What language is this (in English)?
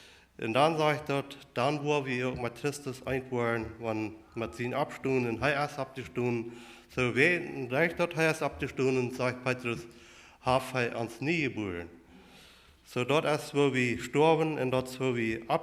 Plautdietsch